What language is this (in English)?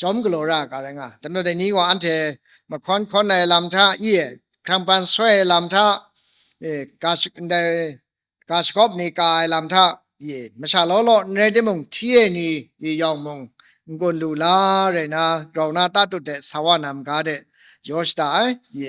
Kachin